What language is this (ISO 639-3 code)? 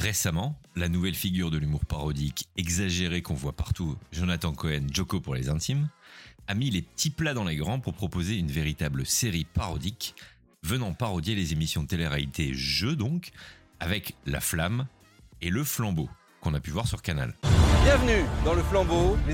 fra